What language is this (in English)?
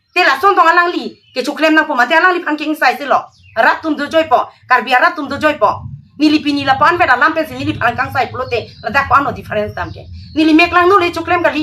Karbi